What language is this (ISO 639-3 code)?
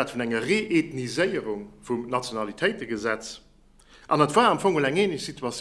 ltz